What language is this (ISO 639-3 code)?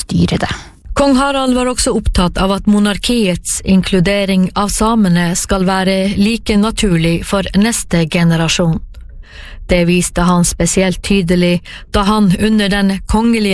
nor